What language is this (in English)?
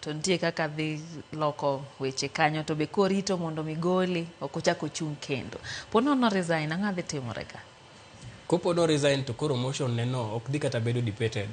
Luo (Kenya and Tanzania)